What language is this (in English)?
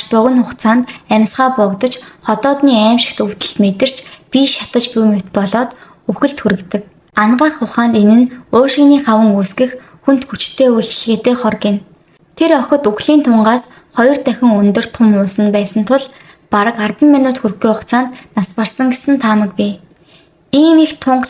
Mongolian